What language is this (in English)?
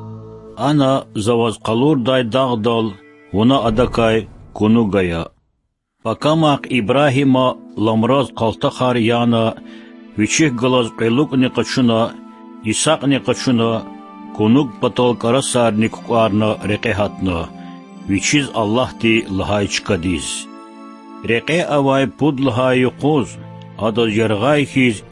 Lezghian